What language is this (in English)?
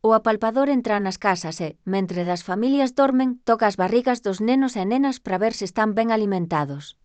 Galician